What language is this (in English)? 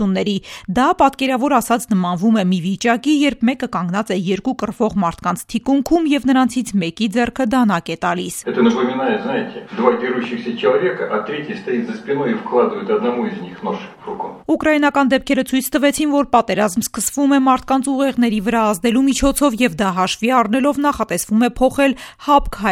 Armenian